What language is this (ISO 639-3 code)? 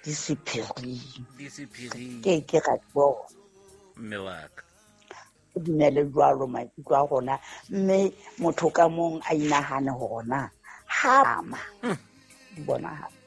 sot